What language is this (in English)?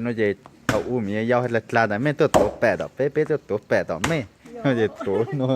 Hmong